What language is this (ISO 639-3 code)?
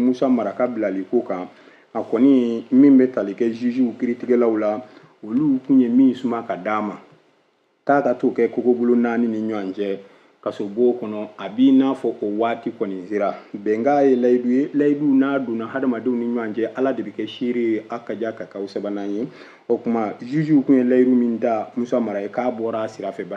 bam